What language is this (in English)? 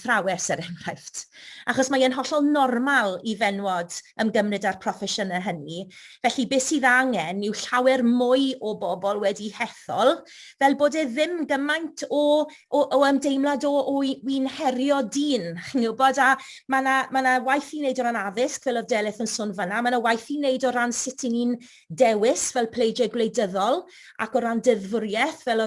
Welsh